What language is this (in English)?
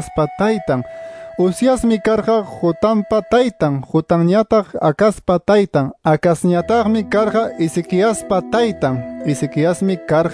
Quechua